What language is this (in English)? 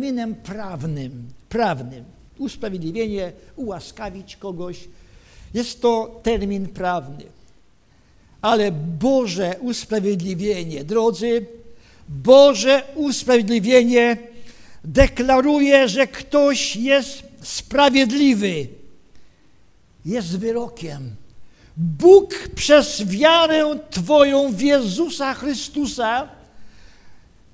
Polish